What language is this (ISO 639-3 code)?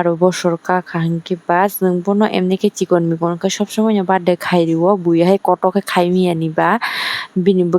trp